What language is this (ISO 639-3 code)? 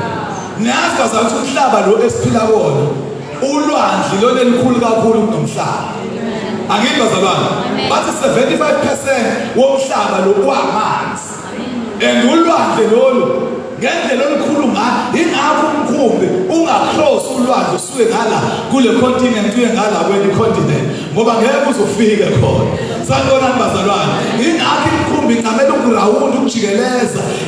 zul